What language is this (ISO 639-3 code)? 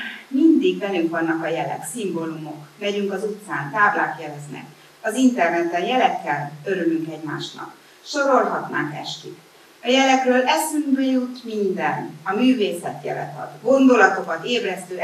hun